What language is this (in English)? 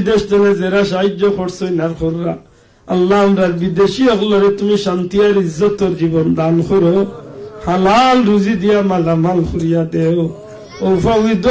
Sylheti